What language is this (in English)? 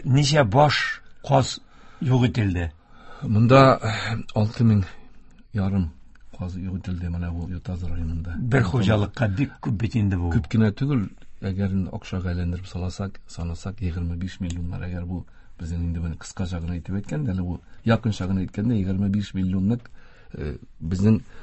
Tatar